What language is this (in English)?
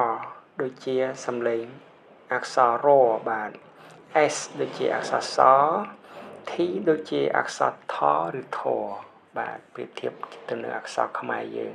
Khmer